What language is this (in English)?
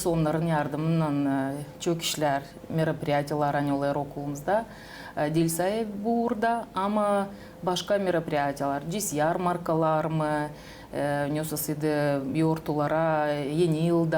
Gagauz